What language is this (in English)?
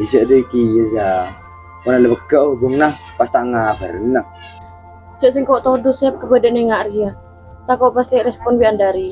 Madurese